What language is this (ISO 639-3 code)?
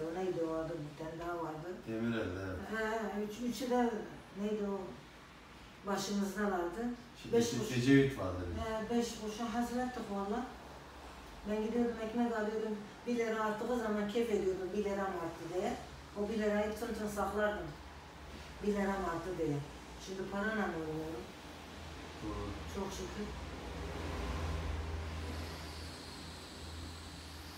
tur